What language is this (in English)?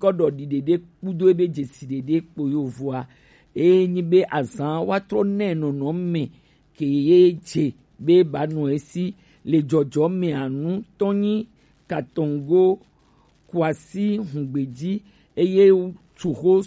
Gen